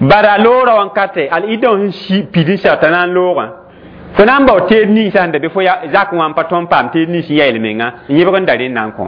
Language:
Mossi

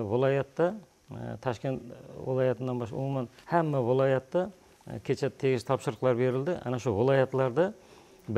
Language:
Kara-Kalpak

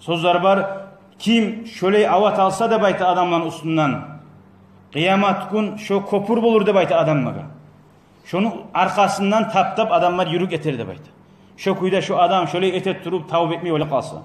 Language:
Kumyk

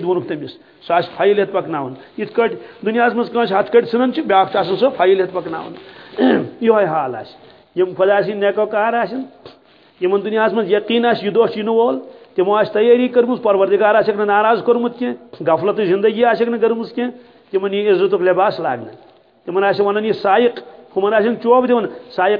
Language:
Kashmiri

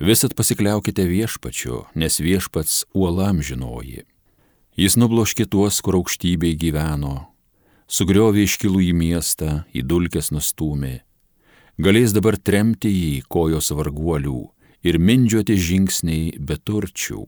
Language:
Lithuanian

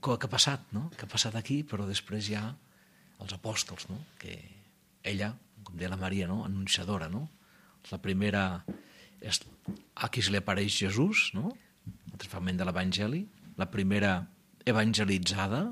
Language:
Catalan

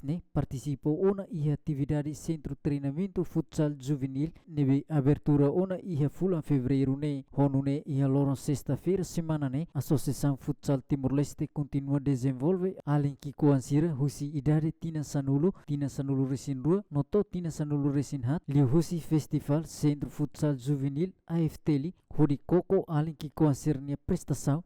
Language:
Tetum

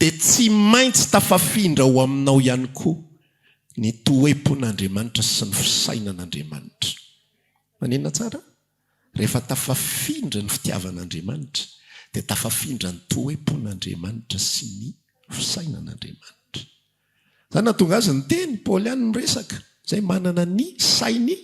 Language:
Malagasy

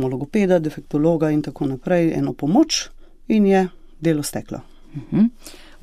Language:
Slovenian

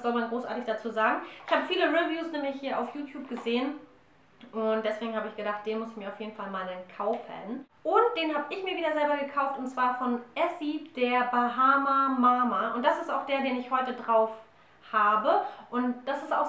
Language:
German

